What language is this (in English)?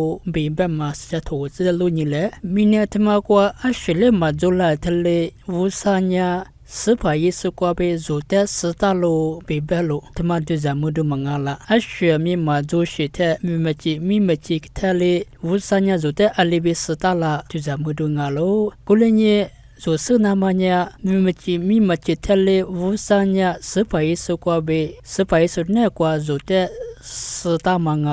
Lisu